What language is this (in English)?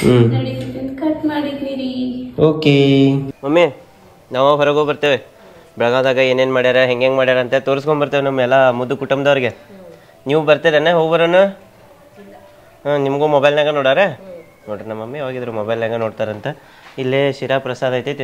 Kannada